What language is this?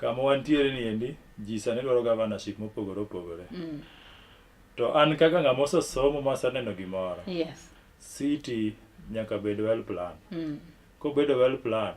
Luo (Kenya and Tanzania)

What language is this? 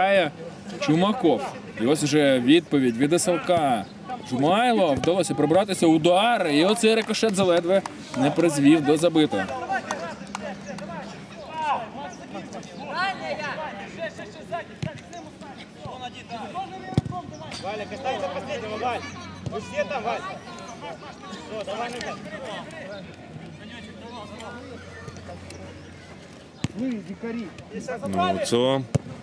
Ukrainian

